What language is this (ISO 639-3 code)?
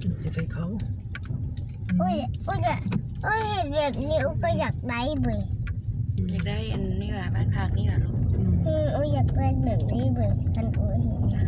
lao